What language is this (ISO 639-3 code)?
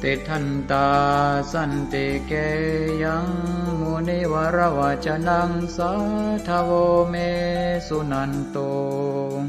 pli